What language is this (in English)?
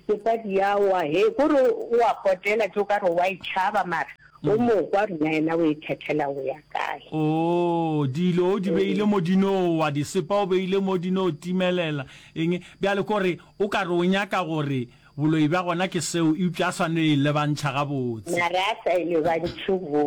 Northern Sotho